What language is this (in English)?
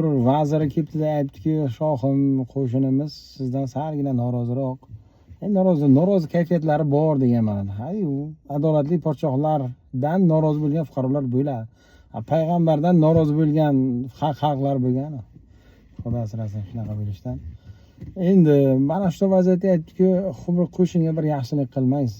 Uzbek